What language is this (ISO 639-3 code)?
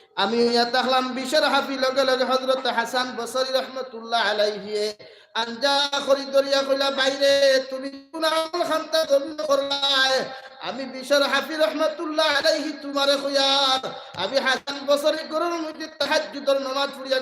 syl